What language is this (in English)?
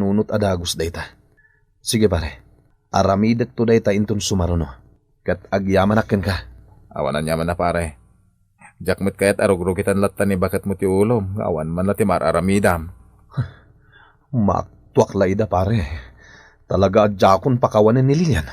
Iloko